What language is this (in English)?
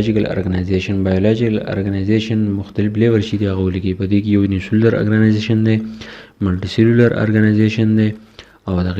Pashto